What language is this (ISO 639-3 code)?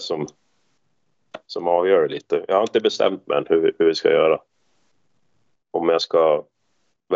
swe